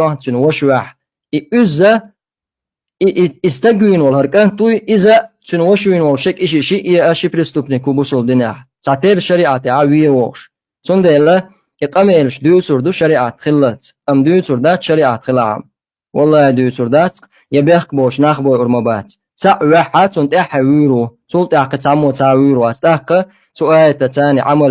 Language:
Chechen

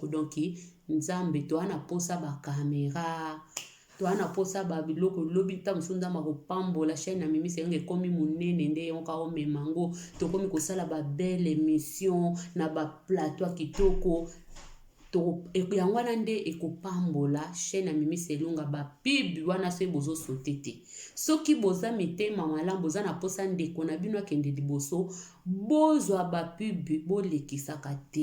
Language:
Lingala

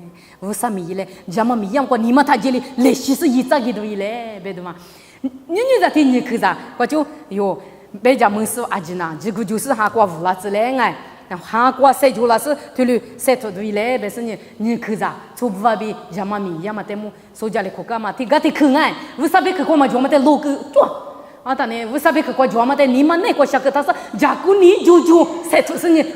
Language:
Lisu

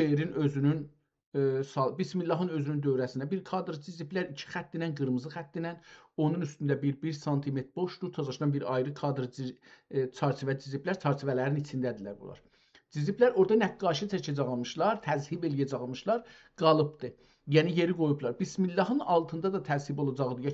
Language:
South Azerbaijani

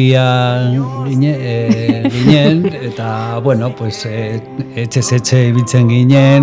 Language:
Basque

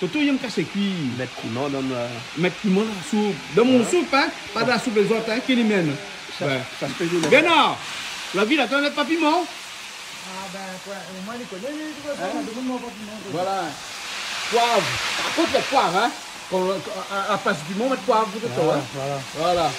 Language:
Réunion Creole French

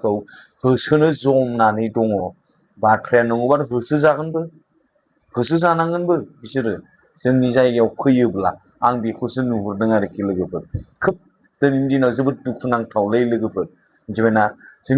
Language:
Bodo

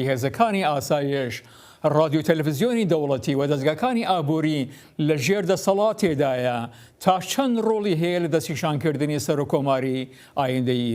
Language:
Central Kurdish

